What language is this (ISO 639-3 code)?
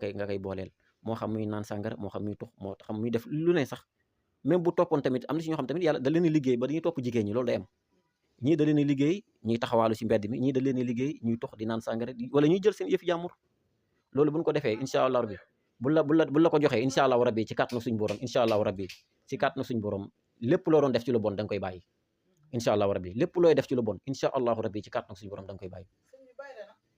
wol